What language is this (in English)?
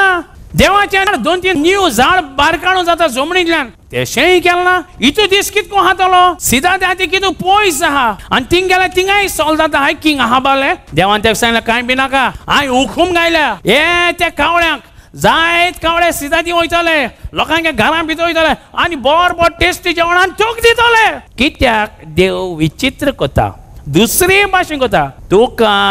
Konkani